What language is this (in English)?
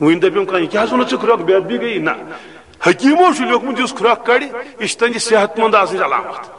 Kashmiri